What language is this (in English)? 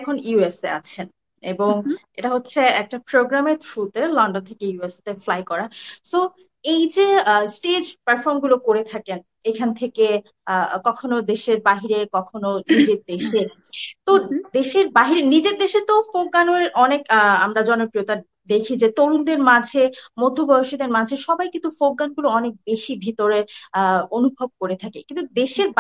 Bangla